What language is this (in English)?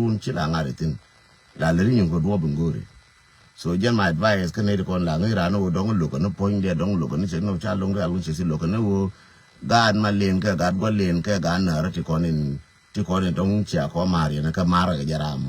Nuer